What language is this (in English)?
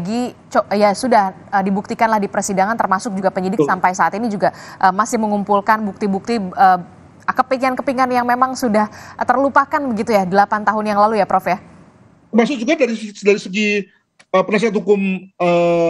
Indonesian